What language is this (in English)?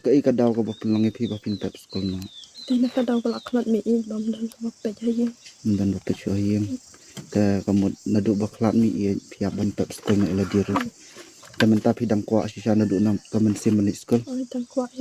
Khasi